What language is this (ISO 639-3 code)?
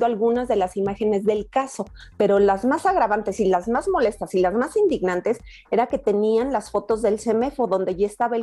spa